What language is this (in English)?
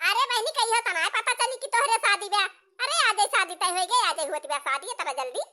Awadhi